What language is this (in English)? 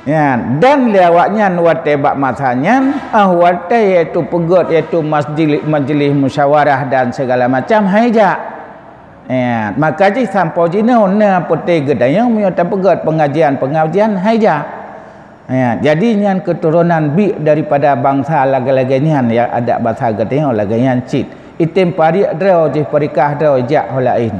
Achinese